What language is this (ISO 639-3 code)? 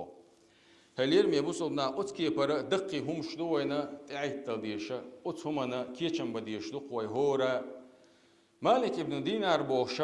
che